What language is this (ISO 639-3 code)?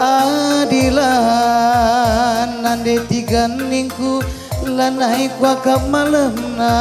btx